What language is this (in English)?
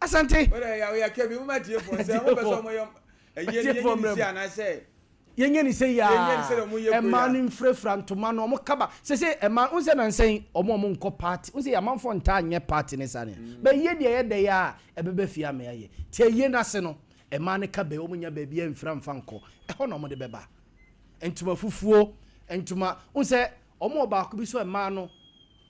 Akan